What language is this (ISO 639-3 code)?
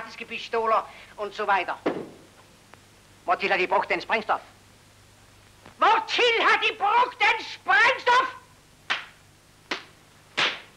dan